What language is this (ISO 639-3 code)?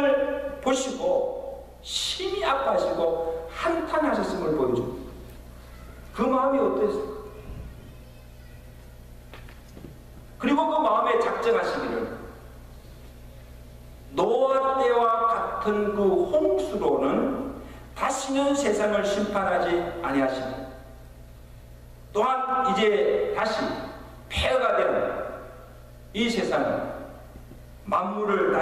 kor